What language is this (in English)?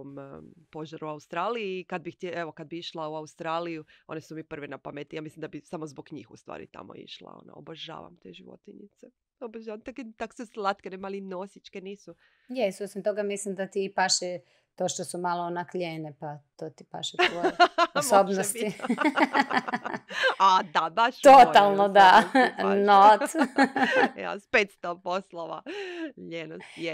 Croatian